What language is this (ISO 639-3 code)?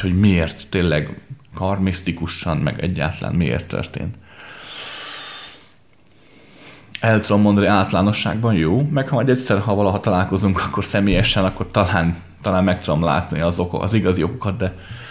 hun